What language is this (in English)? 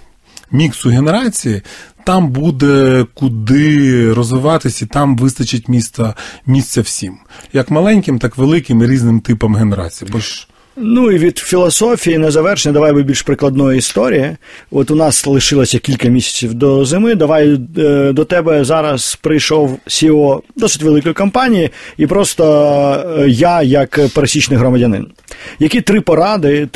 Ukrainian